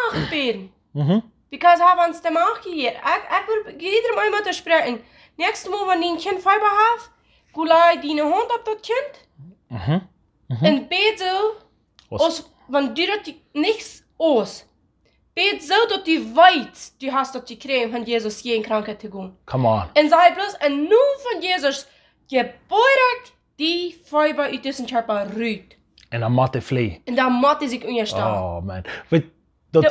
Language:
Plautdietsch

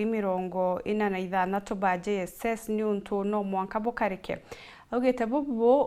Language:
Meru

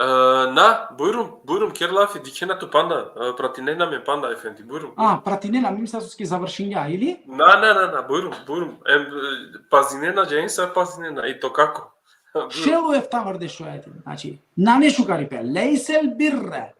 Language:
Balkan Romani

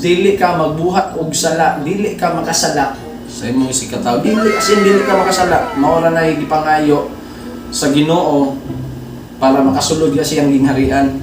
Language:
Cebuano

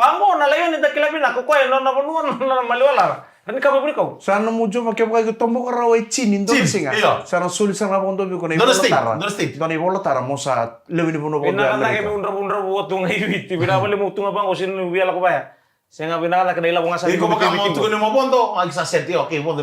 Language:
Fijian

